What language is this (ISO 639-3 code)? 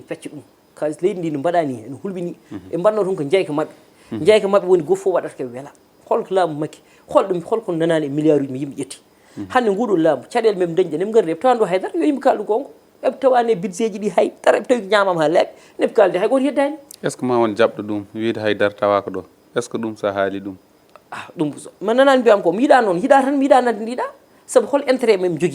ful